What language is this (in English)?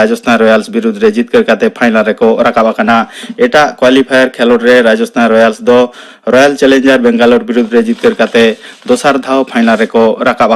Santali